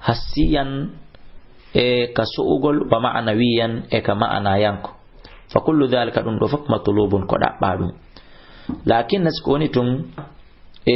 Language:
Fula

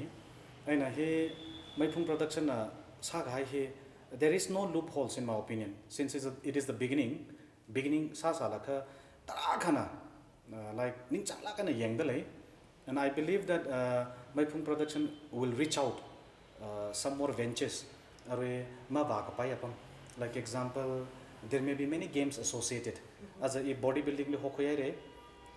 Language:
Tangkhul Naga (India)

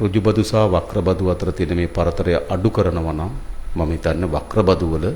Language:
Sinhala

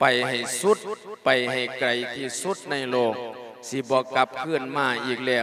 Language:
Lao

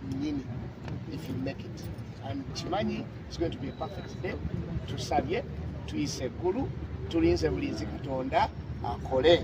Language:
Ganda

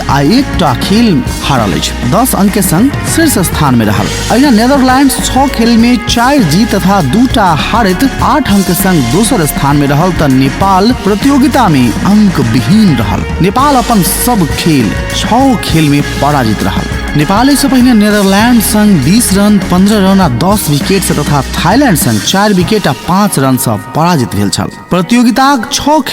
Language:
Maithili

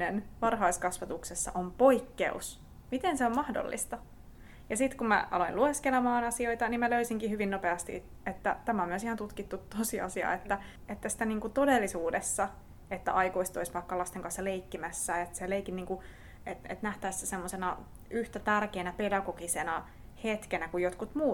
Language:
Finnish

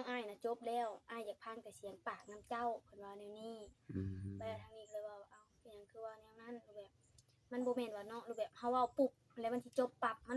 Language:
Northeastern Thai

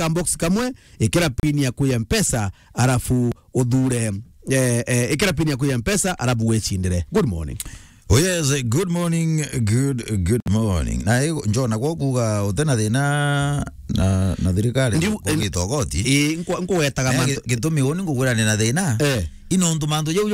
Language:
Meru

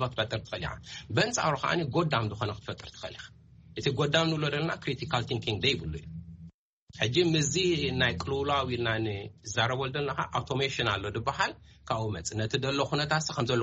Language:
Tigrinya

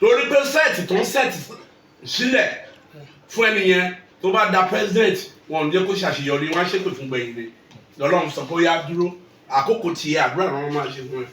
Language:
Yoruba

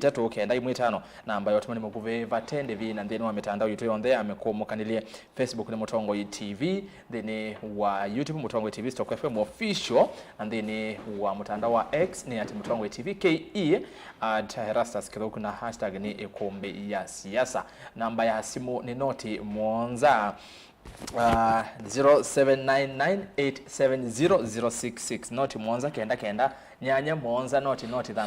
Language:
Kamba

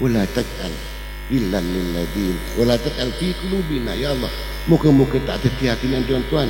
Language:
Madurese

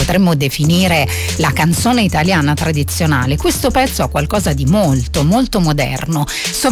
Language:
Italian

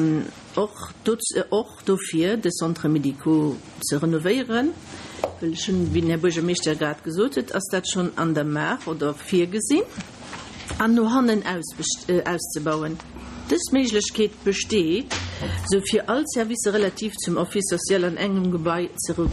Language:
Luxembourgish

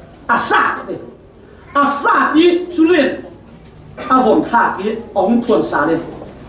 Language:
Falam Chin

